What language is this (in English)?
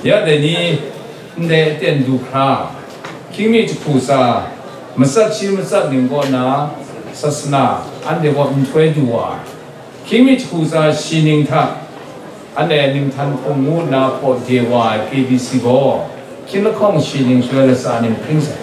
Kachin